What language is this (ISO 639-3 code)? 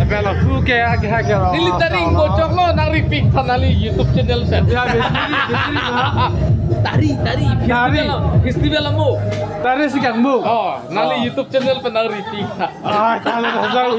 mjw